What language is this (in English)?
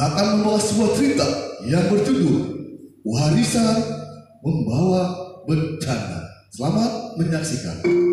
Betawi